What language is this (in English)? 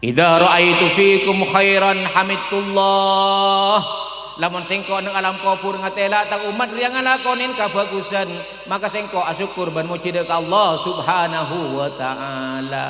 Madurese